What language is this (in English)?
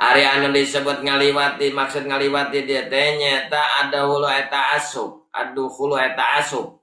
Sundanese